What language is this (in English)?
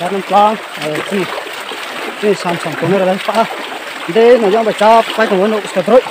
Riang (India)